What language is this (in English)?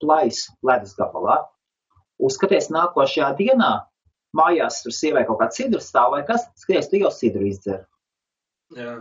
Latvian